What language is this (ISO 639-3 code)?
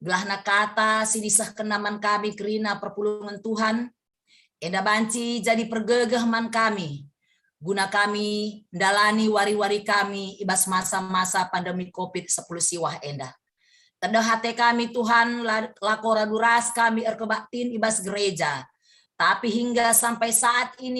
btx